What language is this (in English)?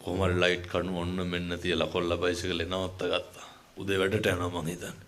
Sinhala